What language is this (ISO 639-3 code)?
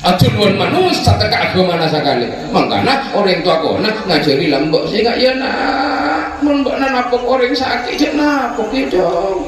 mad